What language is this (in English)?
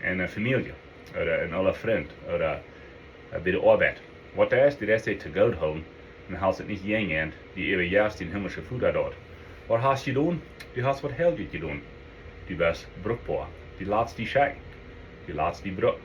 Plautdietsch